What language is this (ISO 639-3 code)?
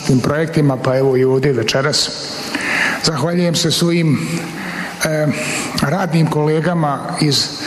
bos